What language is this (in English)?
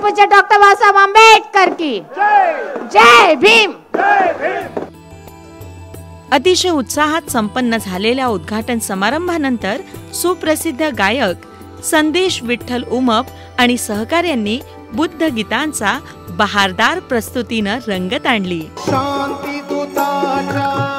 Marathi